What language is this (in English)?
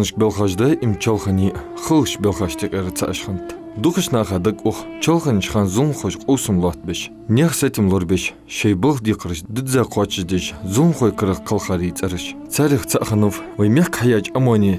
Ingush